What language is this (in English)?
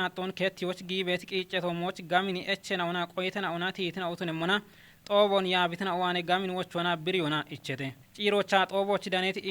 Kafa